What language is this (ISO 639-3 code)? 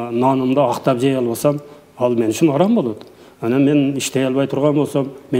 kir